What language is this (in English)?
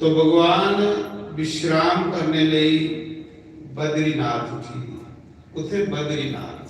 Dogri